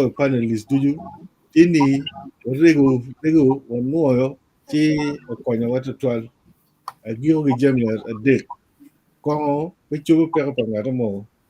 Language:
Acoli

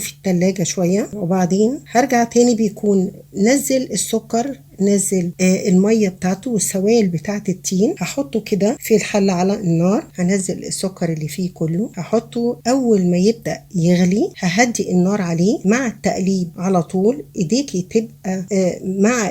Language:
Egyptian Arabic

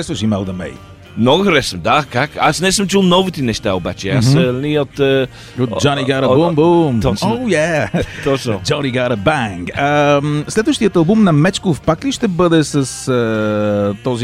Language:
Bulgarian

